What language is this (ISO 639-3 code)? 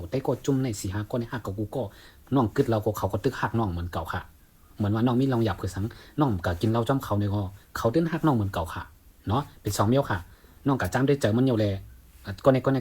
shn